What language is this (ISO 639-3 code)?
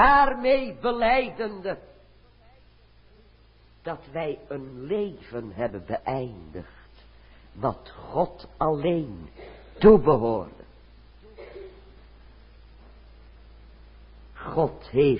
nld